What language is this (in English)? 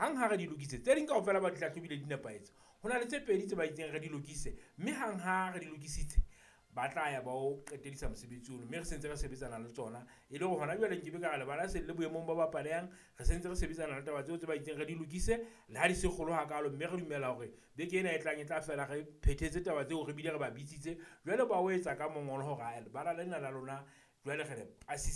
Southern Sotho